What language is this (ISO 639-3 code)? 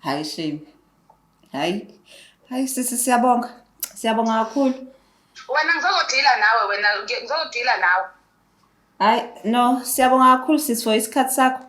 zul